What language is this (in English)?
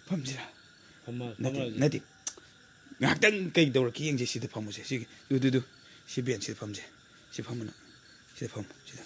Manipuri